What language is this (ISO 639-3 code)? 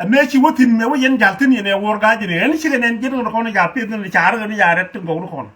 nus